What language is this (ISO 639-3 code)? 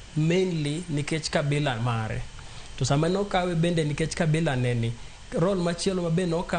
luo